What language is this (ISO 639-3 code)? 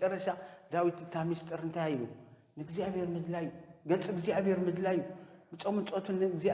tir